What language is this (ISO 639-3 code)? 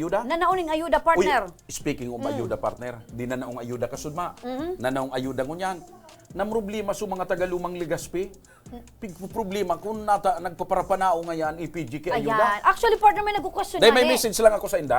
bik